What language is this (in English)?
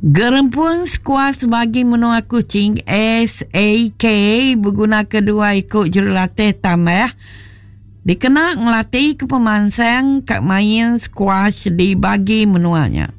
Iban